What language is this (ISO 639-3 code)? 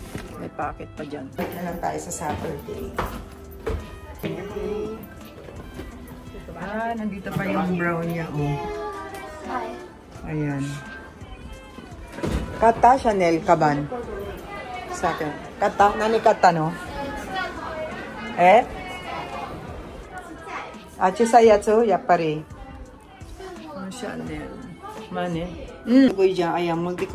fil